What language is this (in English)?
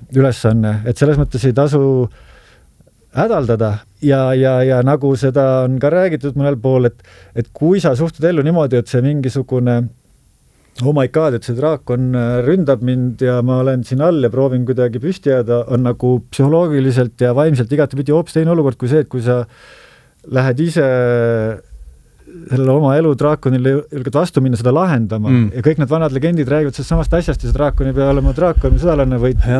Estonian